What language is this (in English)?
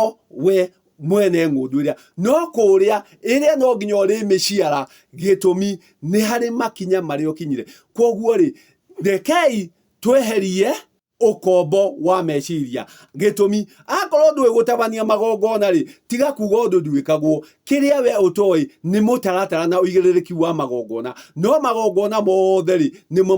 Kikuyu